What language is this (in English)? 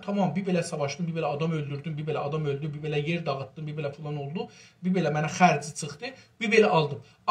South Azerbaijani